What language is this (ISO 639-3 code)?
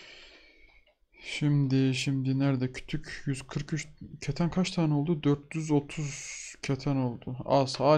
tur